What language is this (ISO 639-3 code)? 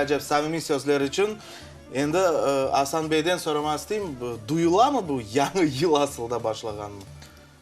crh